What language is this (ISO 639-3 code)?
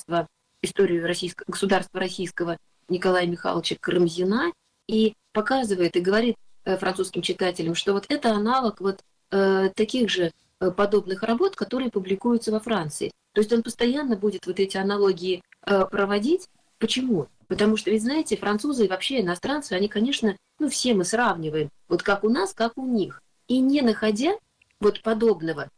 rus